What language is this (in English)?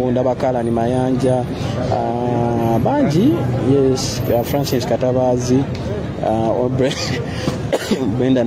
Ganda